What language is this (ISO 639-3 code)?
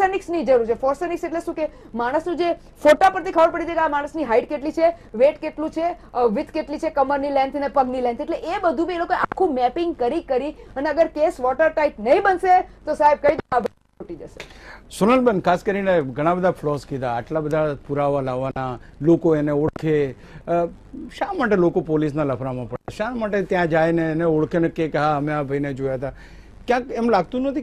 guj